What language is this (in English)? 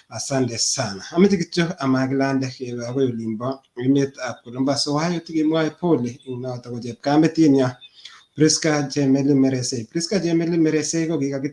Kalenjin